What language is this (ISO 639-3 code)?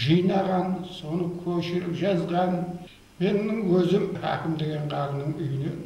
kaa